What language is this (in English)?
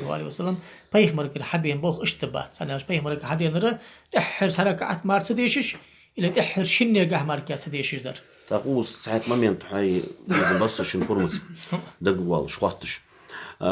Ingush